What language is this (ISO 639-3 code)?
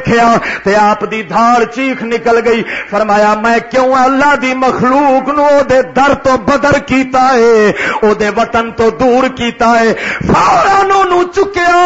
lah